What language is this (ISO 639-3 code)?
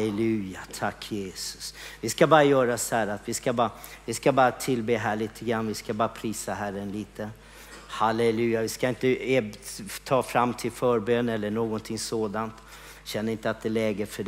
swe